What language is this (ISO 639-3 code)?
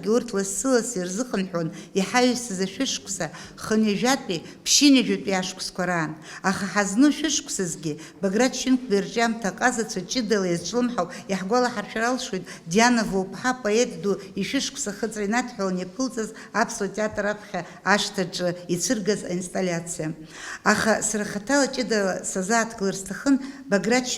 abk